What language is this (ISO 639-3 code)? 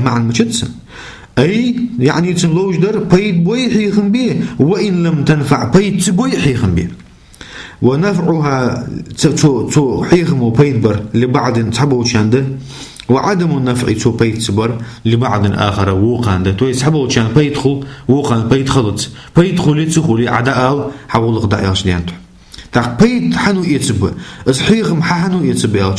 inh